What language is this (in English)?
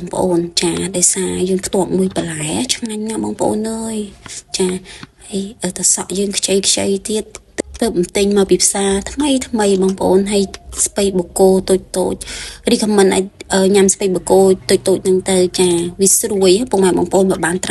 Khmer